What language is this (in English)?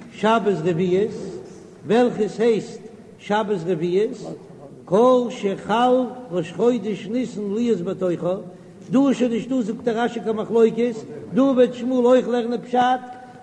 Yiddish